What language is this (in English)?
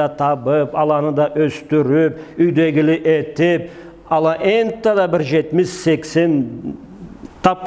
Karachay-Balkar